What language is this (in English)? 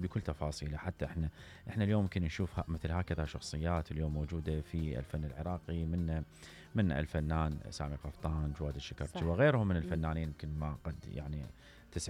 Mesopotamian Arabic